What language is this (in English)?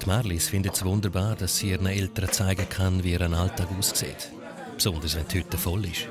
Swiss German